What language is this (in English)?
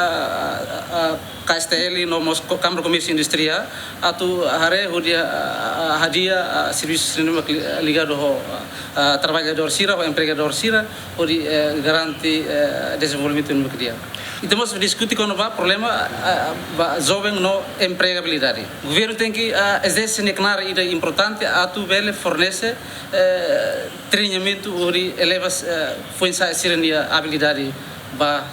Tetum